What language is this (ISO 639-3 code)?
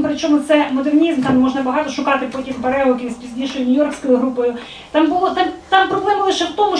ukr